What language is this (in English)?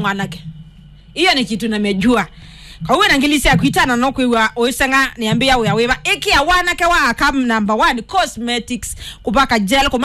Kamba